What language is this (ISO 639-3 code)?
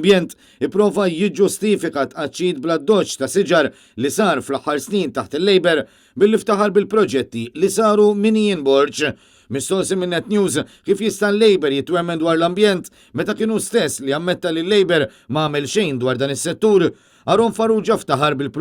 mlt